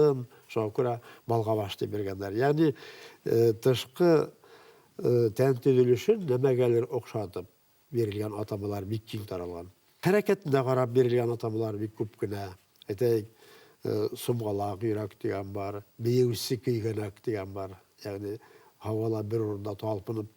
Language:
Bashkir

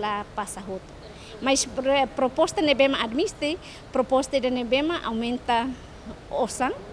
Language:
Tetum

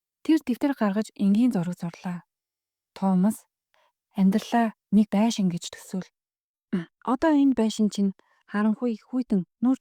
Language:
Mongolian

